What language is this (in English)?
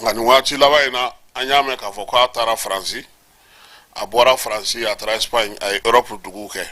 Bambara